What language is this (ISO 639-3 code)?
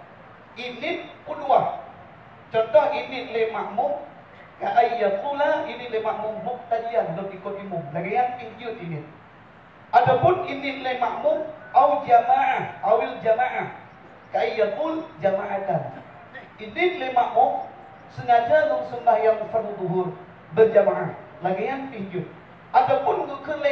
ace